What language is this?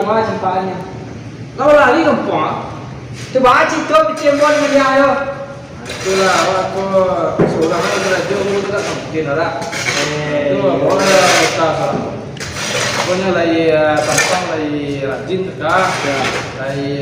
Minangkabau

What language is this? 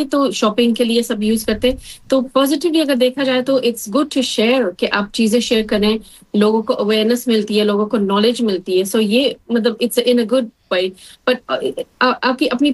Hindi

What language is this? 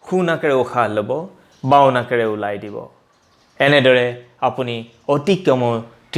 Assamese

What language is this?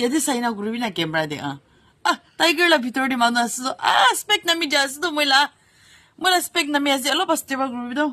Yimchungru Naga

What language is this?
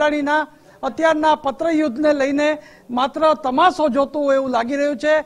Gujarati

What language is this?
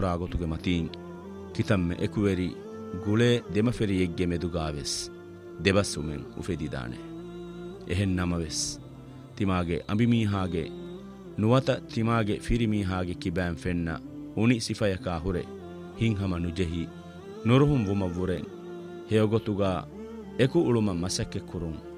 Divehi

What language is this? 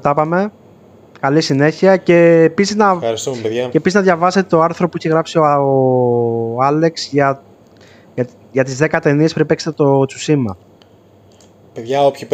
Greek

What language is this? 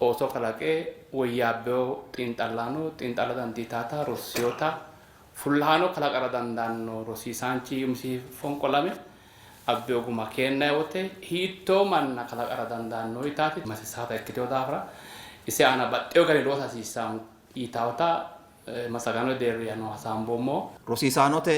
Sidamo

